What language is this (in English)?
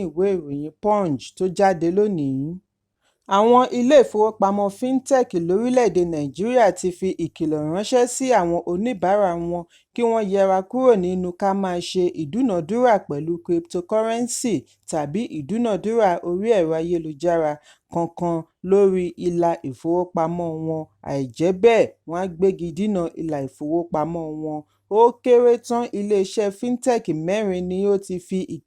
Yoruba